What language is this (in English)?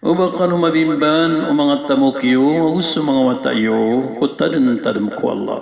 Maranao